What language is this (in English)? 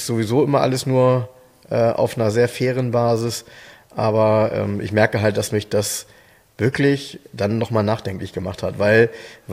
German